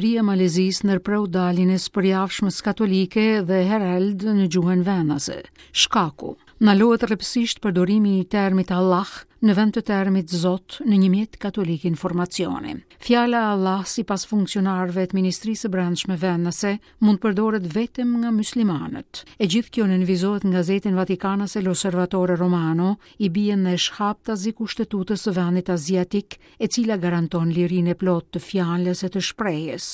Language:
Albanian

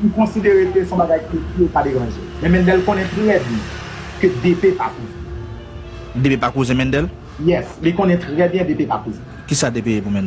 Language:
Haitian Creole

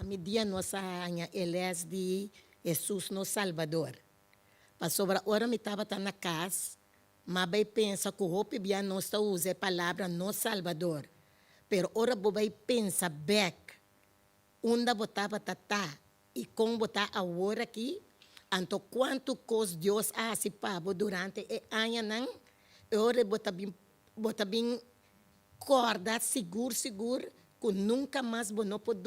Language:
Papiamento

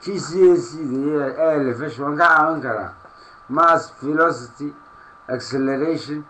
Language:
Somali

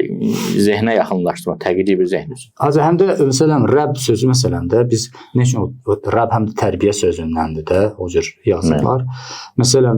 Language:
Azerbaijani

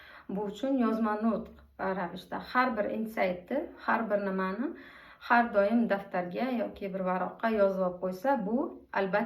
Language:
Uzbek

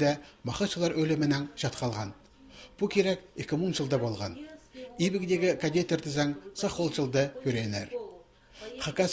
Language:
Khakas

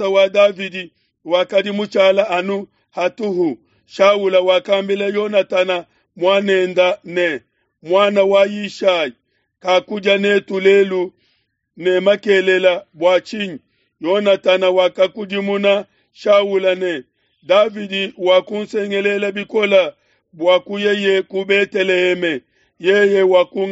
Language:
Luba-Lulua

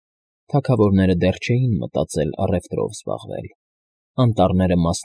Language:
Armenian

